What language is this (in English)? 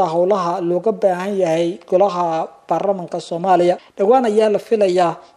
Somali